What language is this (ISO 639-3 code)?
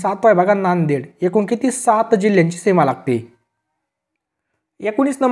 mar